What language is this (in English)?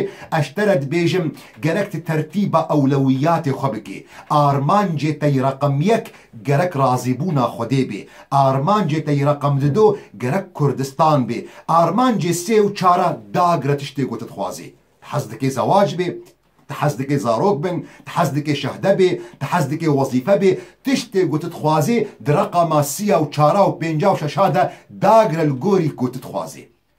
Kurdish